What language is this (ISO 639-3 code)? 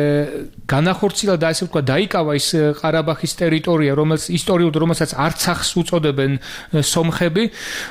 kat